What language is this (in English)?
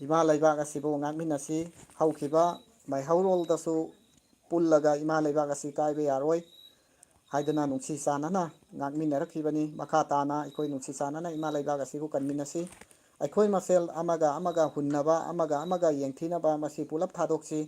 Manipuri